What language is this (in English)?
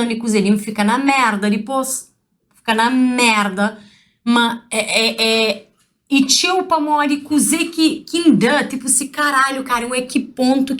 Kabuverdianu